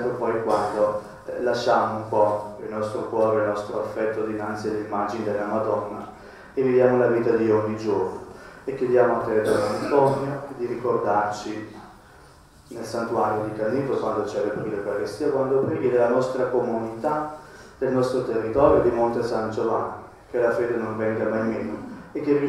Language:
Italian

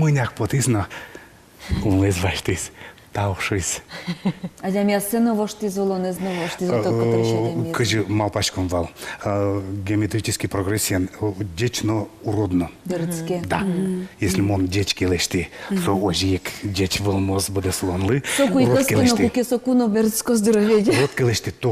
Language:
Udmurt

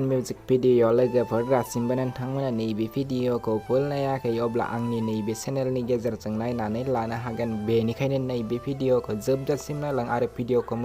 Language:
Bodo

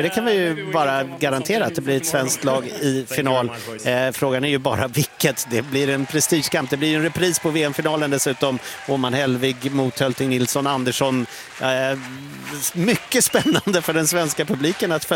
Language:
Swedish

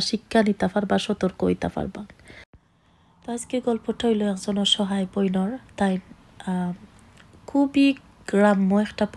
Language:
Sylheti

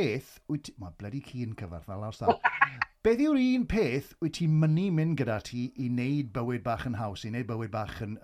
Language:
Welsh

